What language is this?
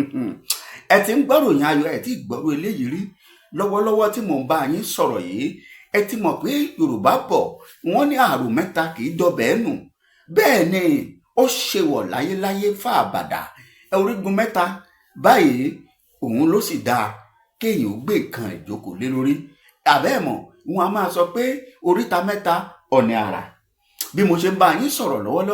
Yoruba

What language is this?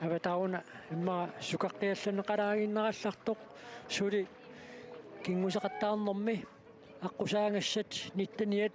Kalaallisut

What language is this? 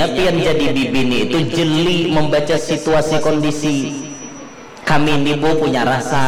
Banjar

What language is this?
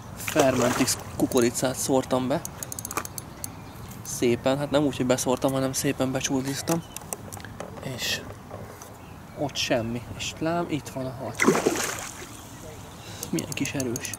Hungarian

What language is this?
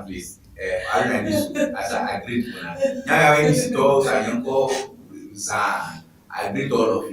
Ewe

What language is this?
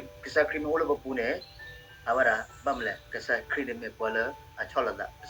S'gaw Karen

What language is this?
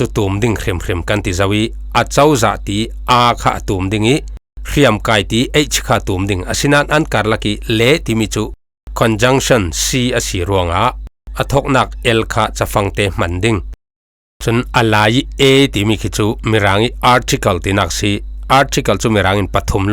Falam Chin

